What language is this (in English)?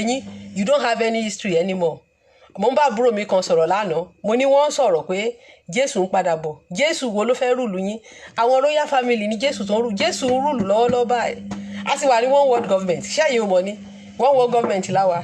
Yoruba